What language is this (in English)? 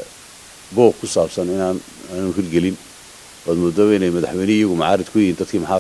Somali